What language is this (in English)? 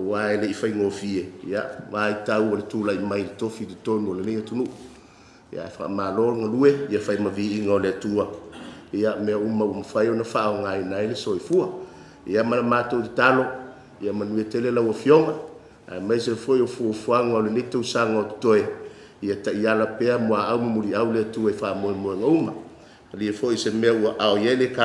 Samoan